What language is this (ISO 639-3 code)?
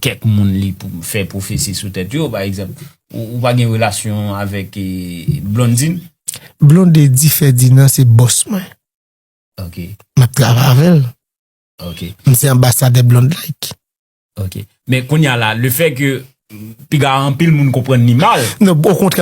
hat